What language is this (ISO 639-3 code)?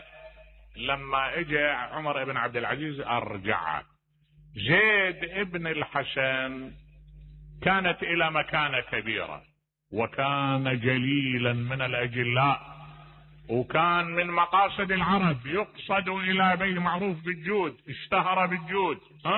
acm